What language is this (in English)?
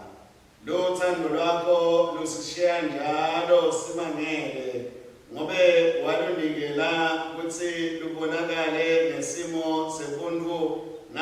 Swati